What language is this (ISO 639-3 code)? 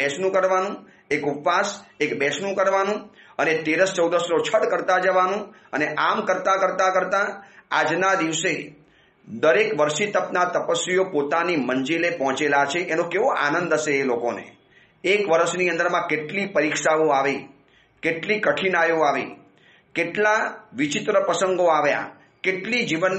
guj